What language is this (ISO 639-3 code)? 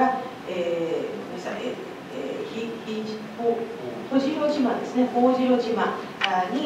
jpn